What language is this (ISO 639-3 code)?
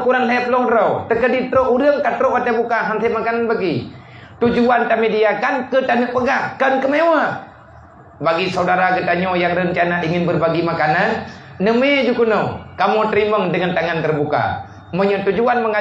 ace